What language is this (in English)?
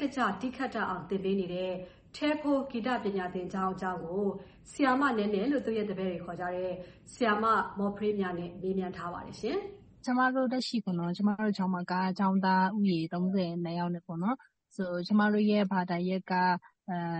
Burmese